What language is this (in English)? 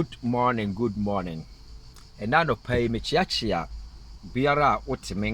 Akan